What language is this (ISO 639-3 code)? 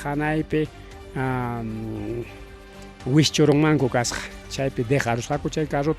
quy